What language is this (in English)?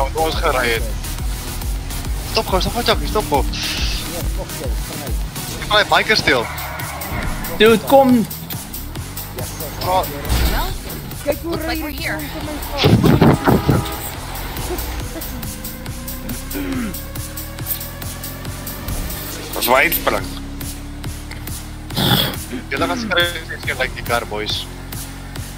Afrikaans